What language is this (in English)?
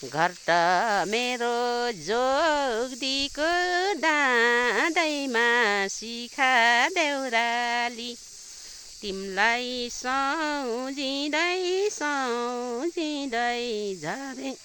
Nepali